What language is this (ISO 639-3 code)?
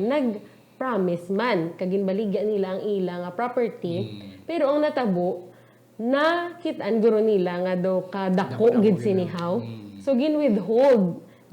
hil